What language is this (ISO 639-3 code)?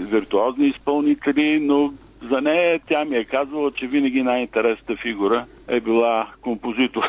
bul